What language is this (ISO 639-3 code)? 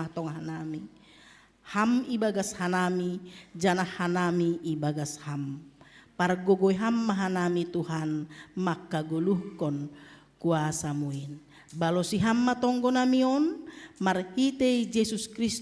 bts